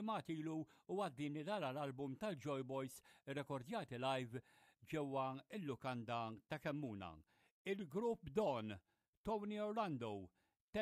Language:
Maltese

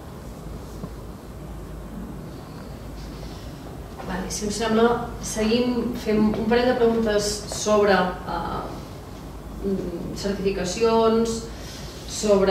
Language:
Catalan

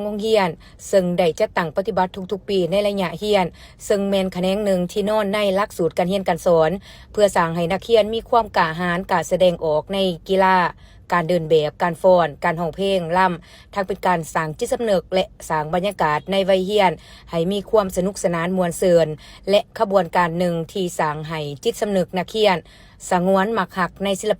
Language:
Lao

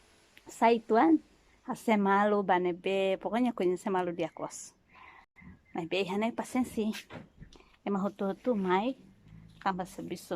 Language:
Tetum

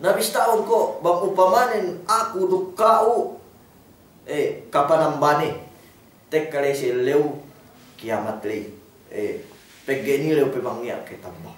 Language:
Yakan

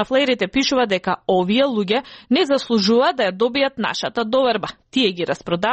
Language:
Macedonian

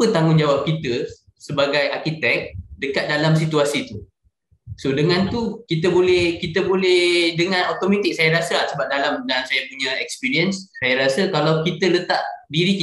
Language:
Malay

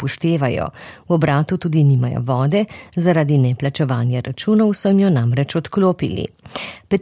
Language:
Slovenian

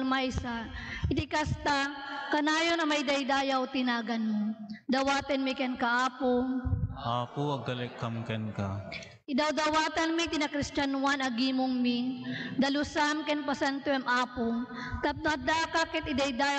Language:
Iloko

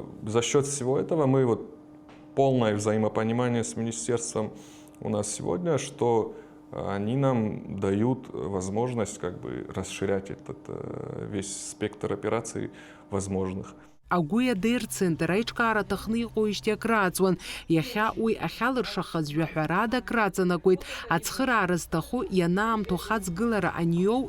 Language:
Abkhazian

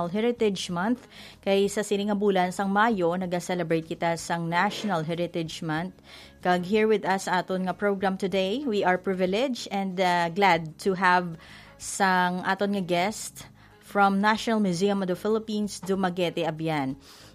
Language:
Hiligaynon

